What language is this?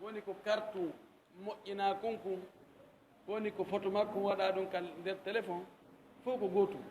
Pular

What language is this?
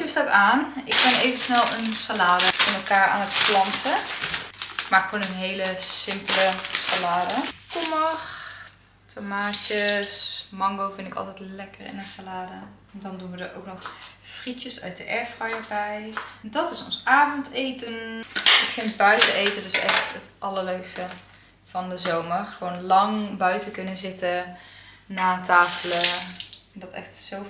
Dutch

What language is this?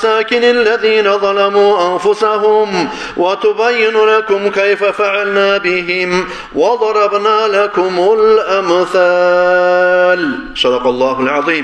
Kumyk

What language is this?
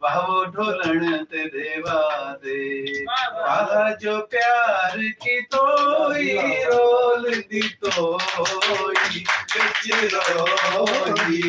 Saraiki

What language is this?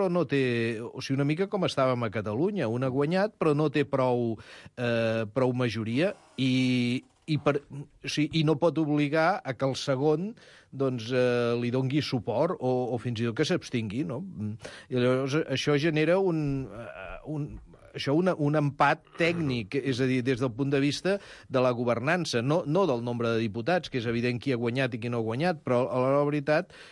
Catalan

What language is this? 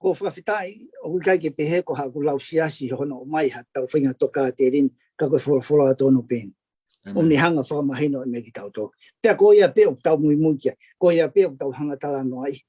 Tongan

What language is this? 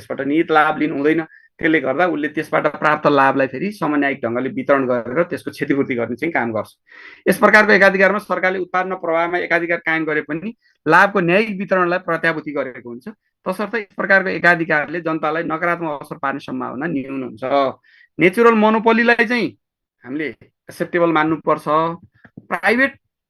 Nepali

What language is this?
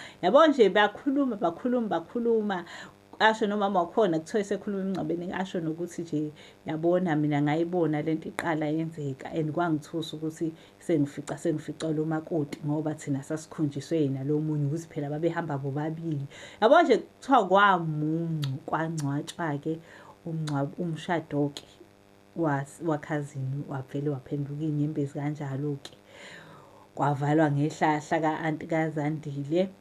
Zulu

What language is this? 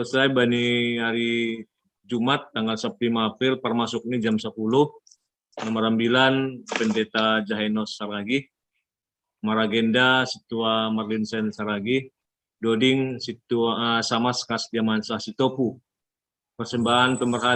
Batak Simalungun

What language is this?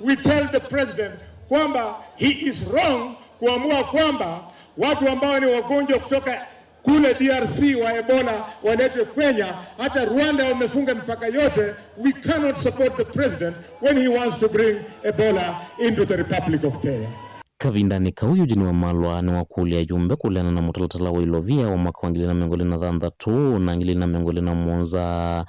Kamba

